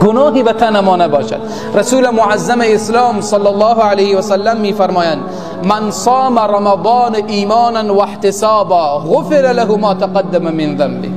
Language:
Persian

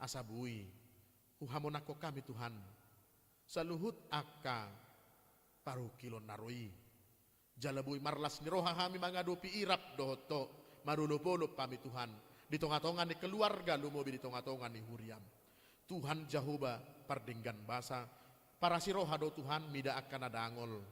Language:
Batak Toba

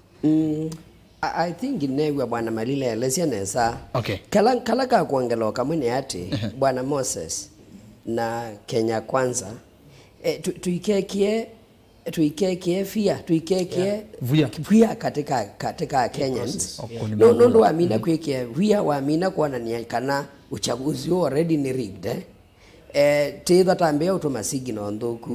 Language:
Kamba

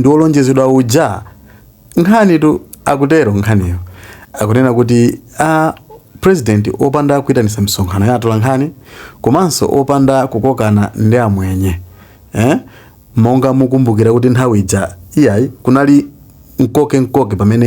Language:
Nyanja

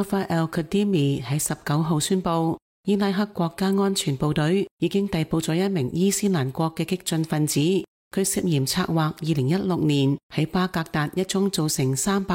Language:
Cantonese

